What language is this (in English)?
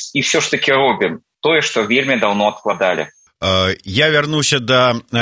Belarusian